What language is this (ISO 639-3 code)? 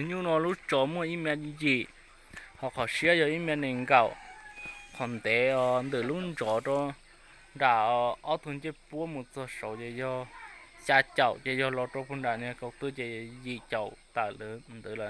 hmn